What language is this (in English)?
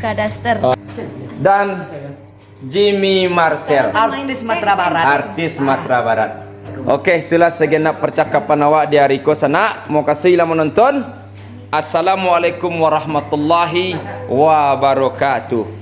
Minangkabau